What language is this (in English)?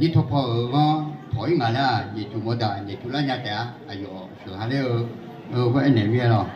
Akha